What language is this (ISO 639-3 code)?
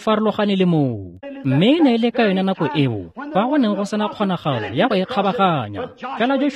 tsn